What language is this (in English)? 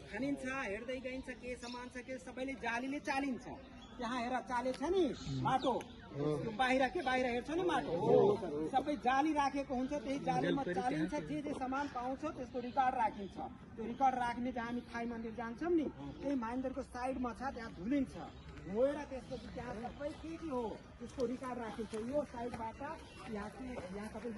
Nepali